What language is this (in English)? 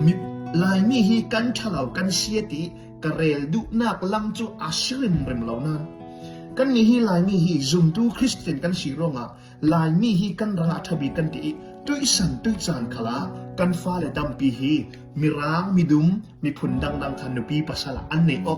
Falam Chin